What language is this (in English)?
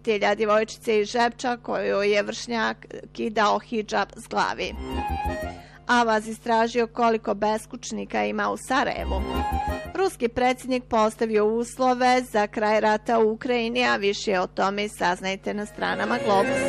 Bosnian